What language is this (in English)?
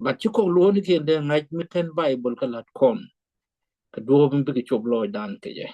Nuer